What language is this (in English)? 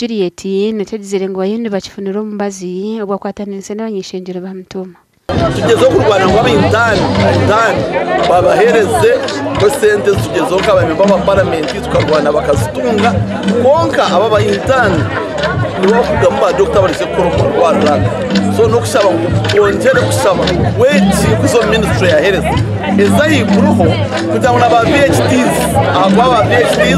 Nyankole